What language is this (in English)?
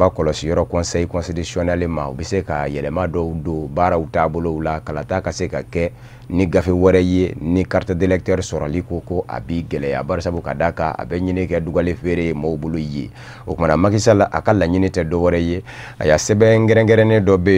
Bambara